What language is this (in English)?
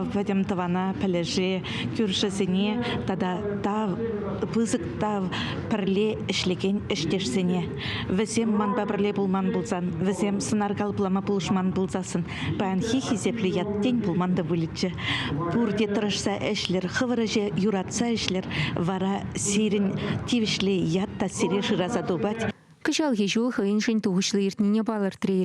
Chuvash